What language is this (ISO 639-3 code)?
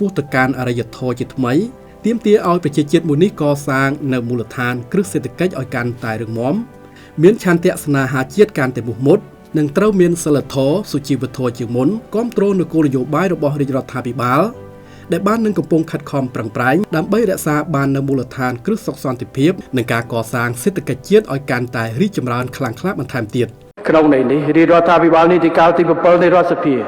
khm